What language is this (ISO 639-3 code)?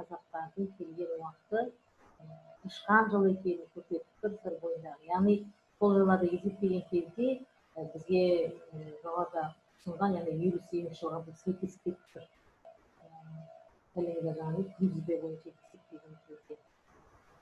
kaz